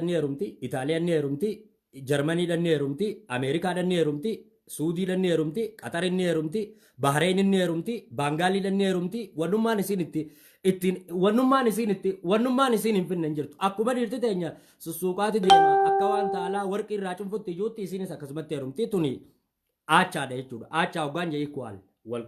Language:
Oromo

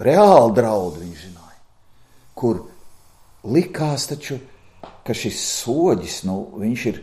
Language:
Latvian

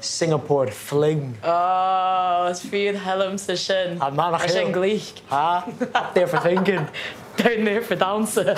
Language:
Scottish Gaelic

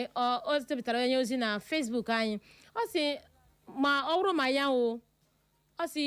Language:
Igbo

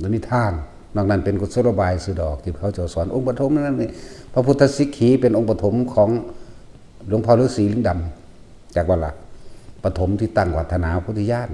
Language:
Northeastern Thai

